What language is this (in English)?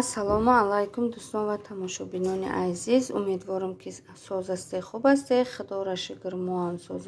Tajik